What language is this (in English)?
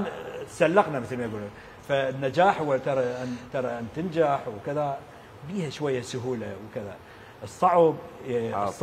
Mesopotamian Arabic